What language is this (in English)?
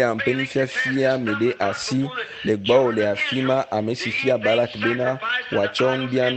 Ewe